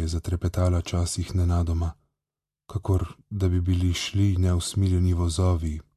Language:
Slovenian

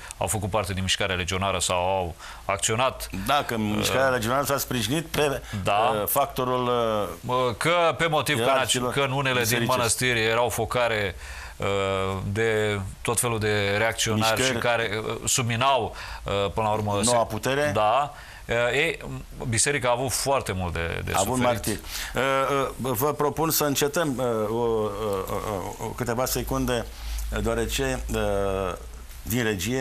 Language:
Romanian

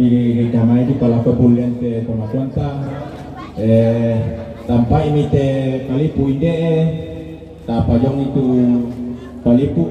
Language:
Toraja-Sa'dan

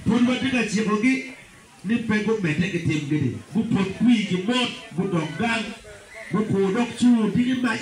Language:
Acoli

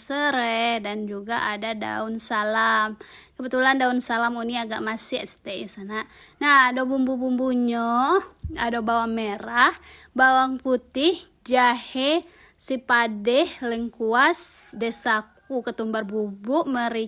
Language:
Minangkabau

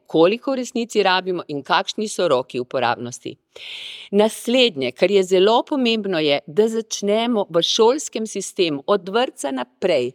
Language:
Slovenian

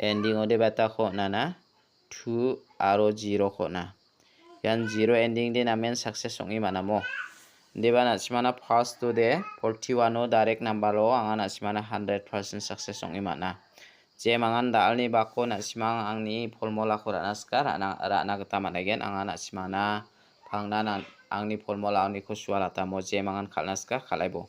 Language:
Garo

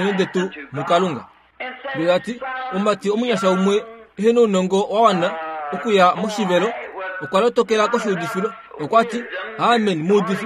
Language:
Kuanyama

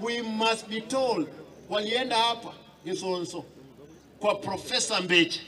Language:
Gusii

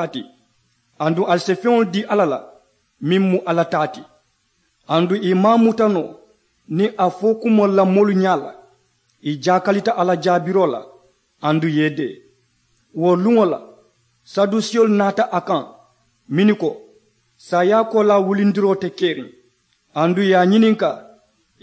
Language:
Mandingo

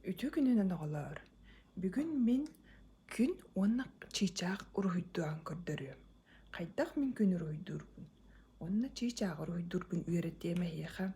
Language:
Yakut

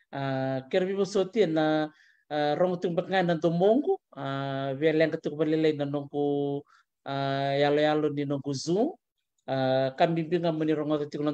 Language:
Fijian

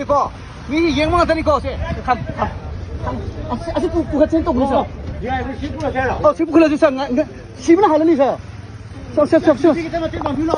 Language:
Manipuri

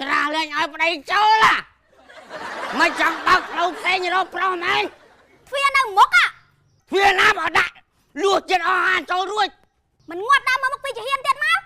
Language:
Khmer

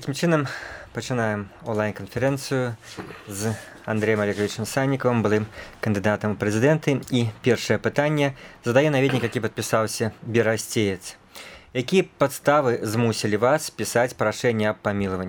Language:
Belarusian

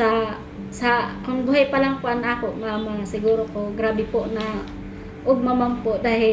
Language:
Bikol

